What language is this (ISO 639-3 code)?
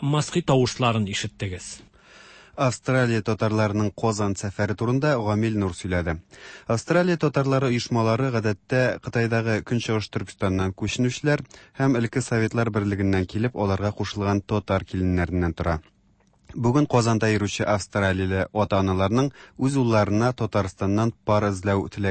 tat